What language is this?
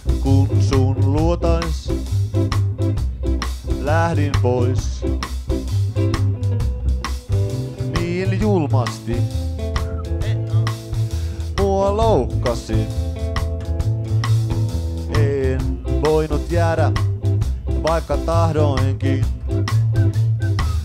Finnish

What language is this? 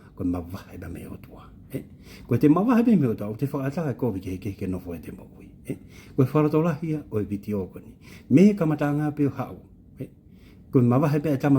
Tongan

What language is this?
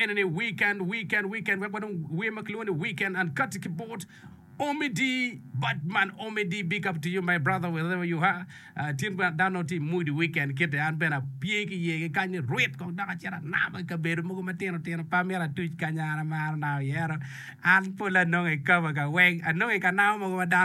Acoli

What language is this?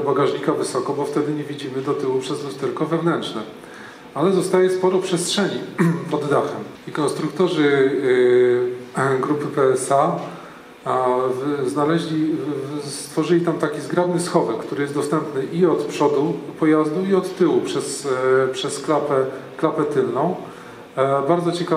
Polish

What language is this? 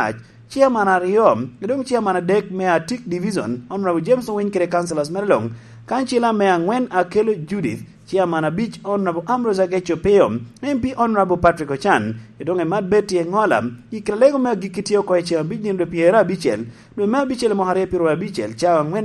Lango (Uganda)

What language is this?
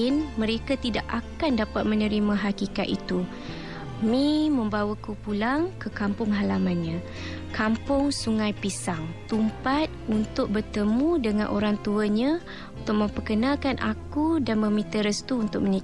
Malay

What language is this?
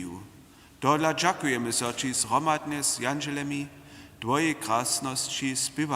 Upper Sorbian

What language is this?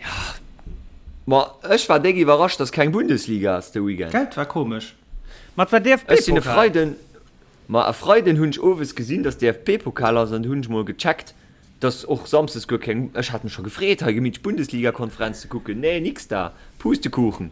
Luxembourgish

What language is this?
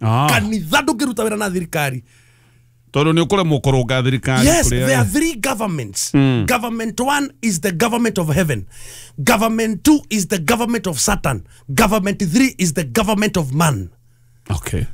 Kikuyu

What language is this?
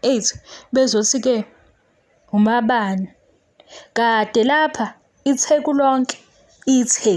Zulu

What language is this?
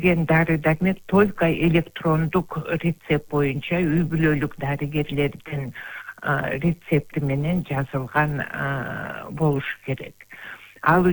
Kyrgyz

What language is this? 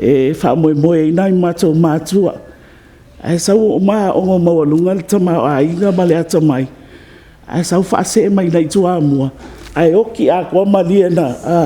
Samoan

